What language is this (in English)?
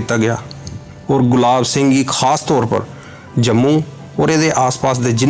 Dogri